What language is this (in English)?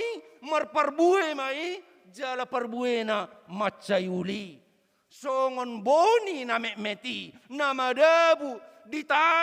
Batak Toba